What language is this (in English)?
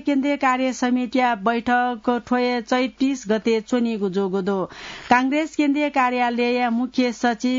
Newari